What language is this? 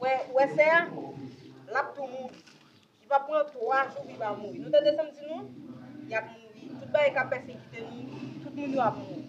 Haitian Creole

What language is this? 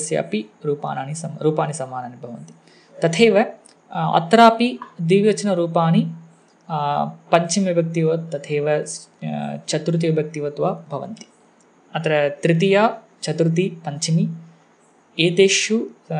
Sanskrit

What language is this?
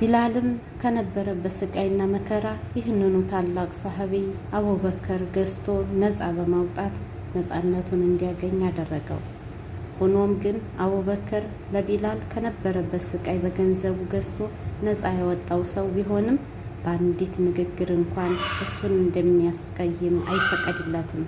Amharic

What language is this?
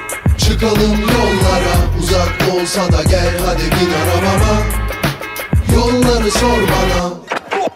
Turkish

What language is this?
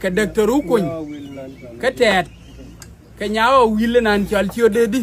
Nuer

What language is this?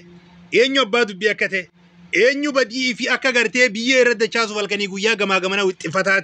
Oromo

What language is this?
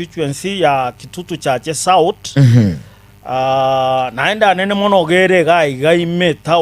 Gusii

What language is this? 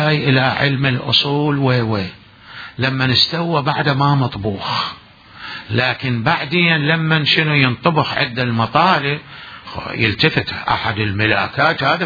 Mesopotamian Arabic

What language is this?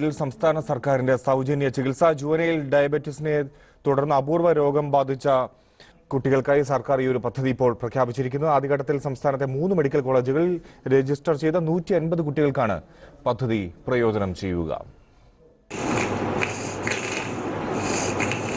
Malayalam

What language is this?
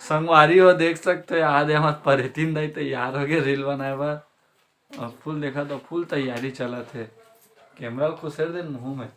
Chhattisgarhi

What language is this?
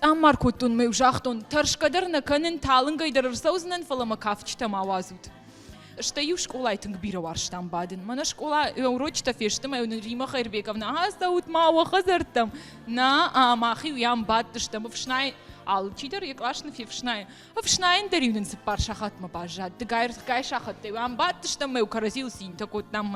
Ossetic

